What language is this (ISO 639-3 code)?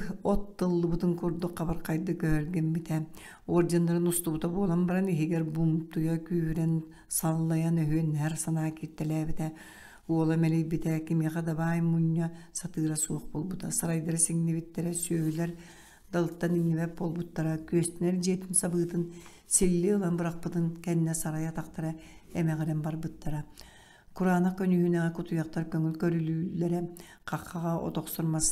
sah